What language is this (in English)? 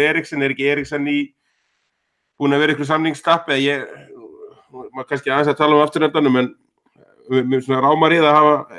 Icelandic